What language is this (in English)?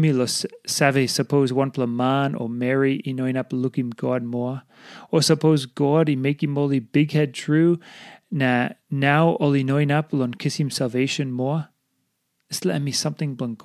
Tok Pisin